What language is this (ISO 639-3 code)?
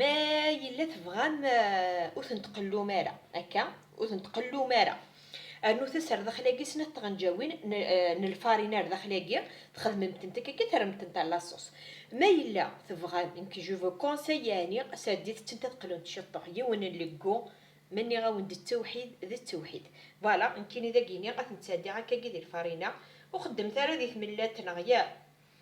kab